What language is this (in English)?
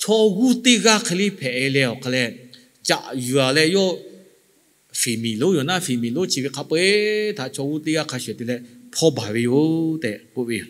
Lahu